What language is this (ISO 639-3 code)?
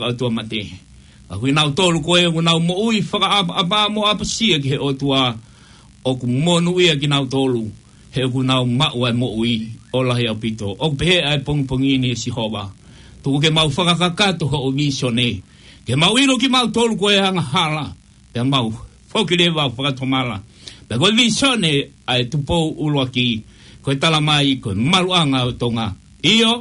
ton